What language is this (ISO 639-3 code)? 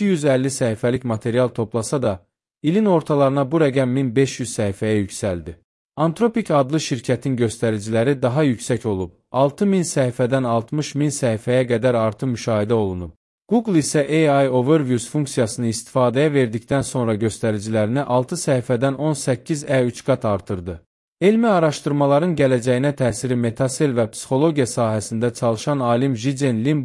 aze